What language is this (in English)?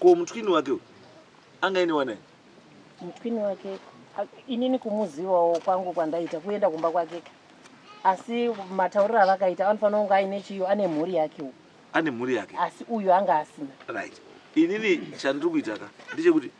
Shona